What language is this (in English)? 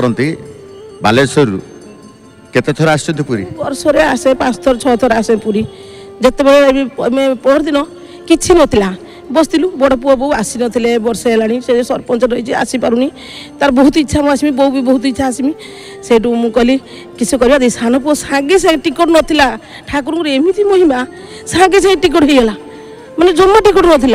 Odia